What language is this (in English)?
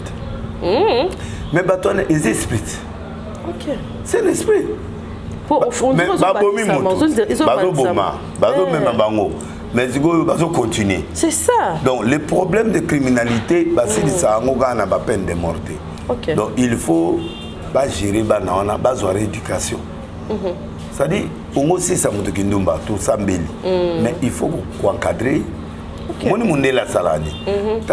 Lingala